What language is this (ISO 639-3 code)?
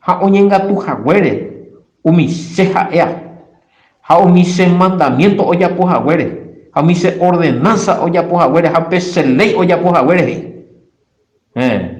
grn